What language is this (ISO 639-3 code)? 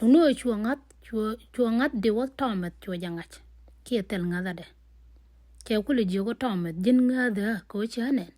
nus